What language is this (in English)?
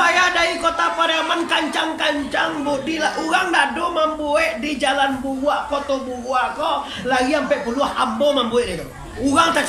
Minangkabau